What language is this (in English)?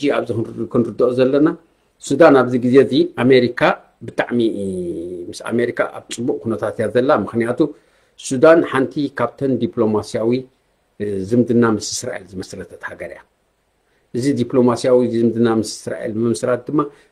Tigrinya